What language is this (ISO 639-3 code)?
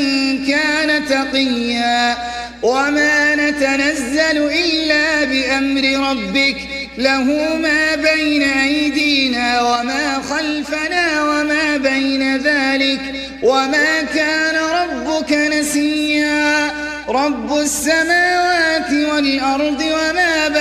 ara